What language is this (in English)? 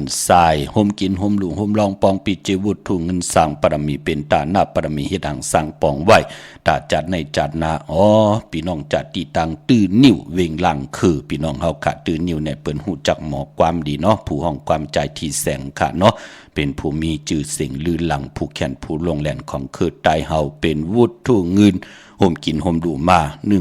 Shan